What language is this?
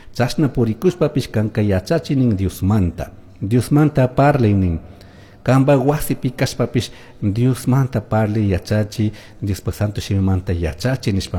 Chimborazo Highland Quichua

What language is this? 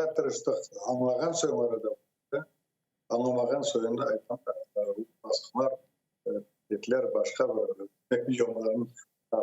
Crimean Tatar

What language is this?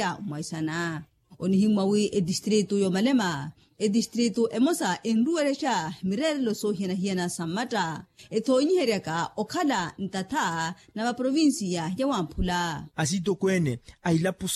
Makhuwa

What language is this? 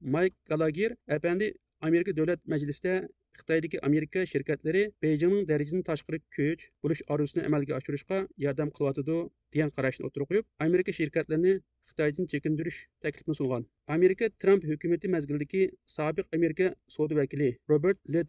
Uyghur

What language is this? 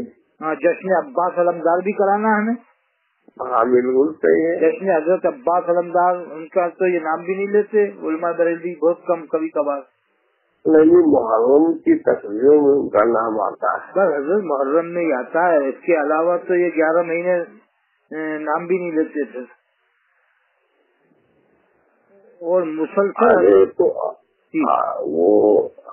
Urdu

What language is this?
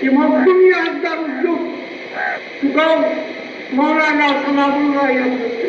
Kashmiri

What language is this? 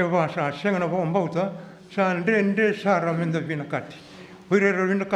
Fijian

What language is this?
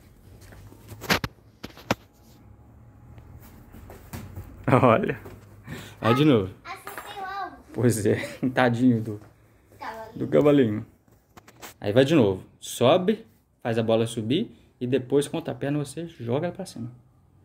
Portuguese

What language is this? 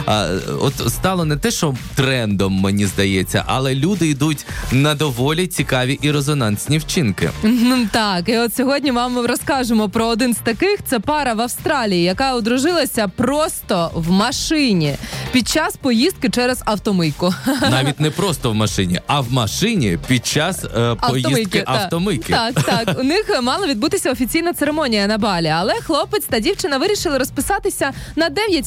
Ukrainian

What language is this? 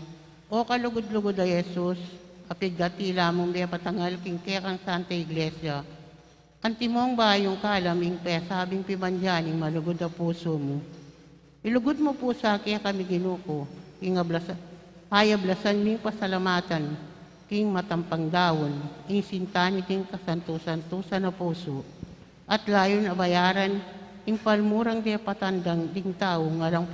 Pampanga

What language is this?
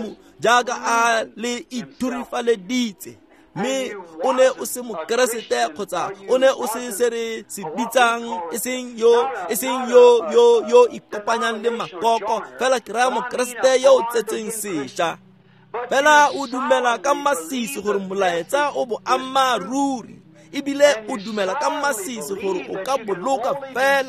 Tswana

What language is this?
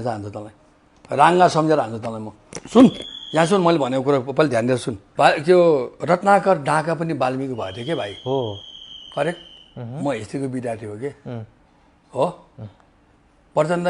Nepali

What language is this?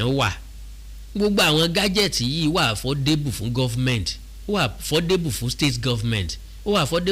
Yoruba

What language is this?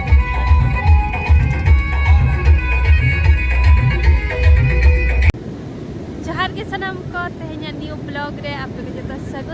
Santali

